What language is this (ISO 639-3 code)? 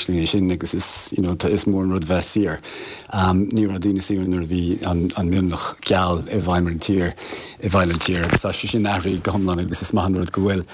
gle